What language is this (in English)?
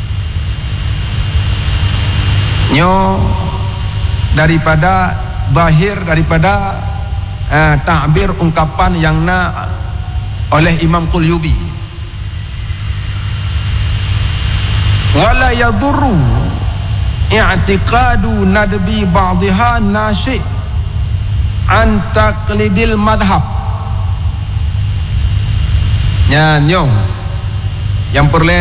Malay